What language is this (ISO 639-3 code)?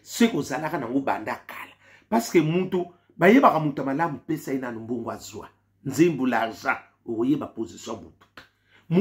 lin